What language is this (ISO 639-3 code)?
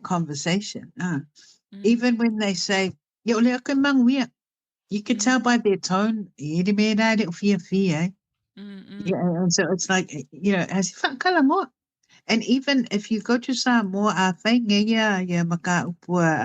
smo